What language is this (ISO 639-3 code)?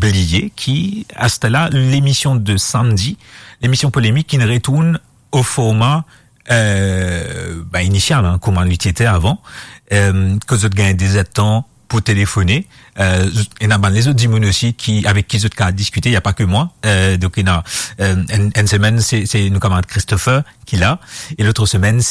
mfe